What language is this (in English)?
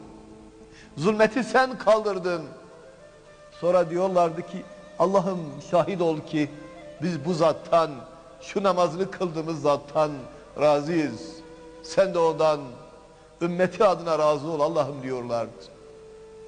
Turkish